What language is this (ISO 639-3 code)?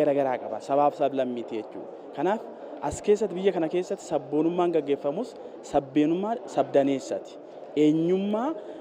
orm